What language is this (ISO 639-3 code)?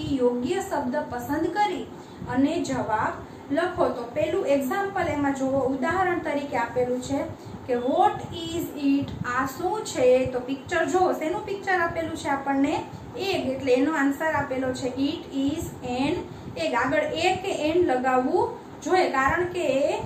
guj